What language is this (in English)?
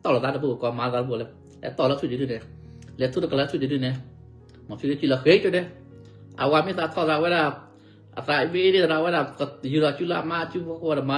S'gaw Karen